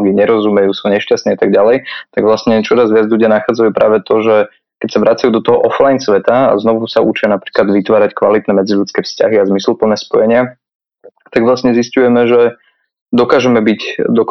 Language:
Slovak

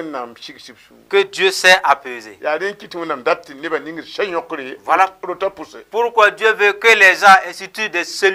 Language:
Mossi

